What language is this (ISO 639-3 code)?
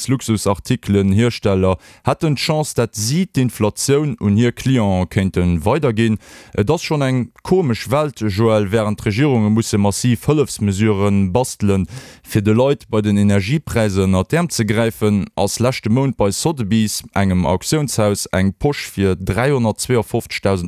ltz